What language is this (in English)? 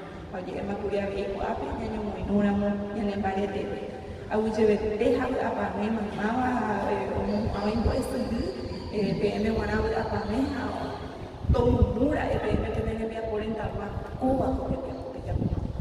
Guarani